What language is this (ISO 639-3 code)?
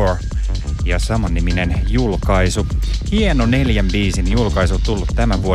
fin